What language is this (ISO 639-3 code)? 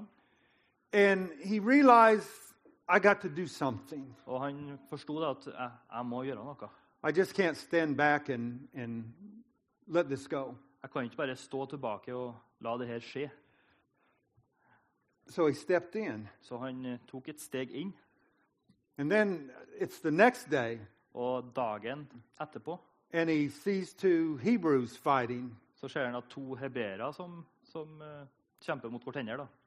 nor